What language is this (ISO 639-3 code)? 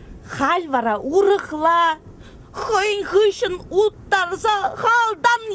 chv